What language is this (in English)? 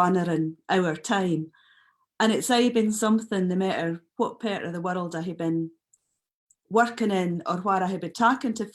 Scots